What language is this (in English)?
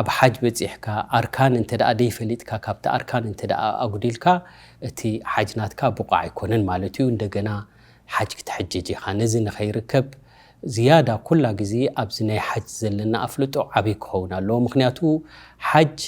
Tigrinya